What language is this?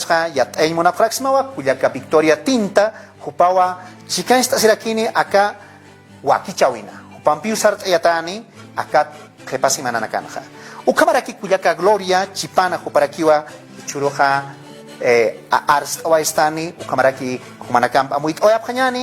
Aymara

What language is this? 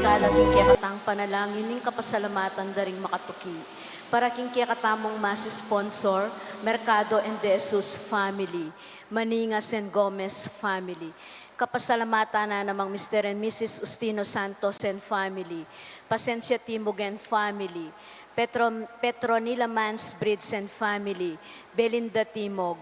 Pampanga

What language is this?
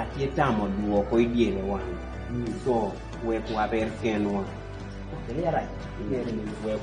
Kumam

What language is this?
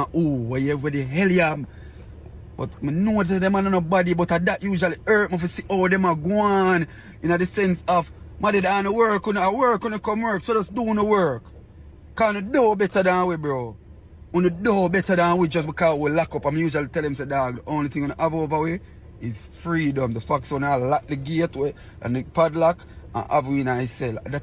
Jamaican Creole English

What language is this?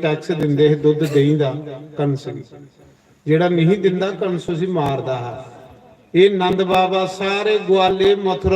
Dogri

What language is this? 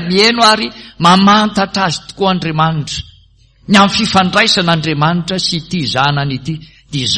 Malagasy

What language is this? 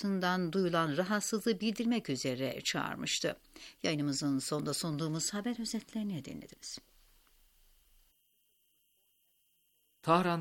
Turkish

